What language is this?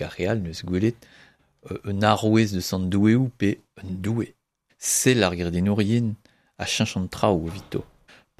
Breton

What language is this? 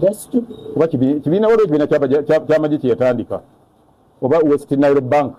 Ganda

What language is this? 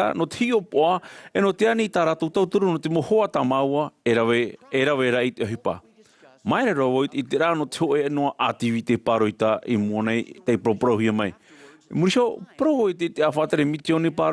Tahitian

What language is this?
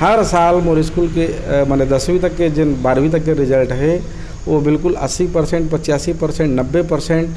Chhattisgarhi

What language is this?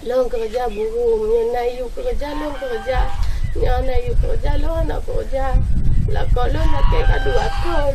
Achinese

